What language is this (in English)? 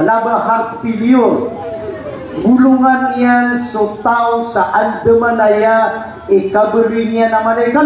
Maranao